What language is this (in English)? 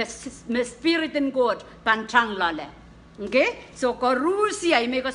Pohnpeian